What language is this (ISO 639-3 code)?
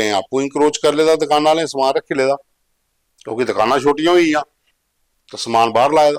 doi